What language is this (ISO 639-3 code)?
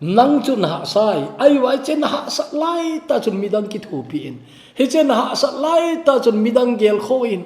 tcz